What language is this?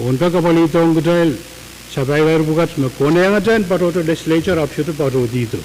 Pohnpeian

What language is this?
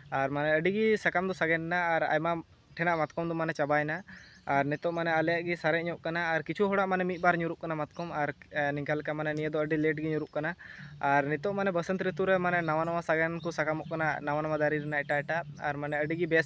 Santali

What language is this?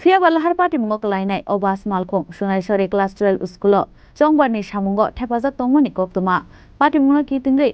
Kok Borok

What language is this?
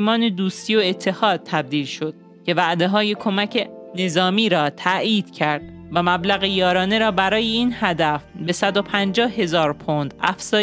Persian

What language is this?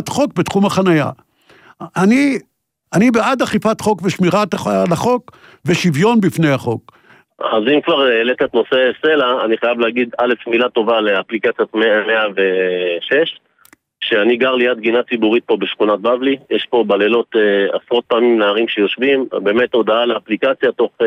Hebrew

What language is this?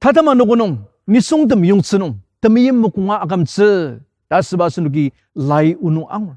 Ao Naga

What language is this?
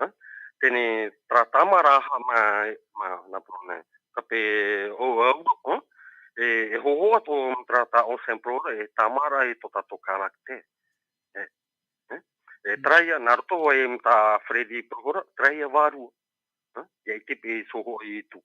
Tahitian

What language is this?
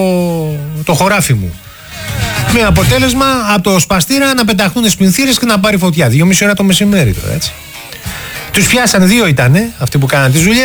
Greek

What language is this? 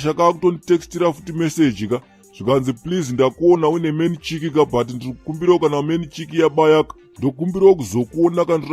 Shona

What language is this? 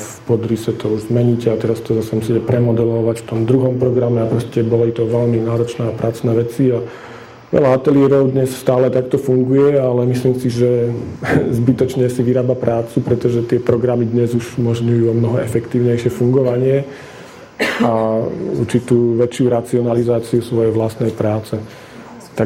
Slovak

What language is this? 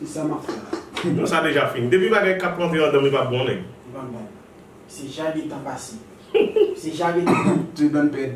Haitian Creole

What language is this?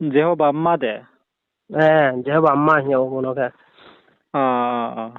Riang (India)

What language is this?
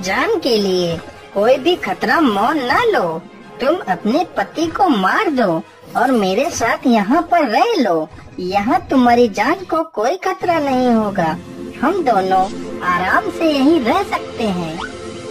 Hindi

